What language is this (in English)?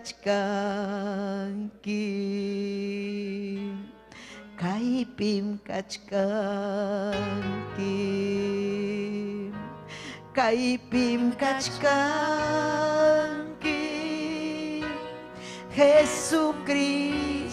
Ayacucho Quechua